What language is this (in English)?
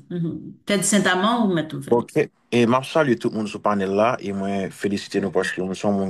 Haitian Creole